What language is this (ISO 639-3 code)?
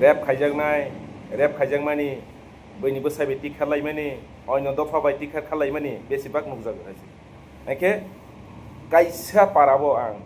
trp